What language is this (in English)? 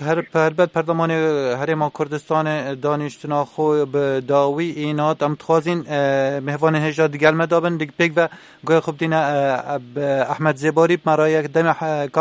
Kurdish